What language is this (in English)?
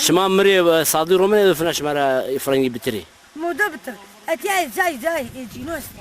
Zaza